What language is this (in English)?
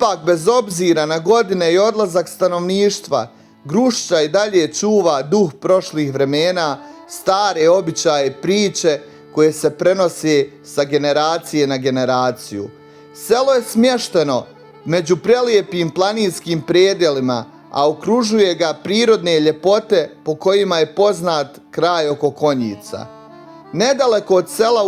Bosnian